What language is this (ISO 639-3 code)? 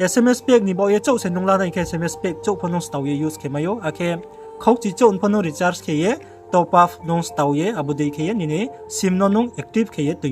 ria